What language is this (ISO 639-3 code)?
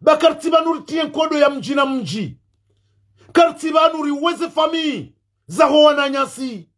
zdj